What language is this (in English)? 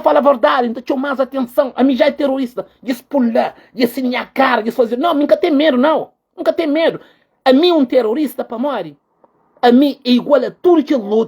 Kabuverdianu